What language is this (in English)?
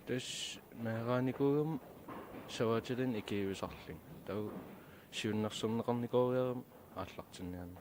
Kalaallisut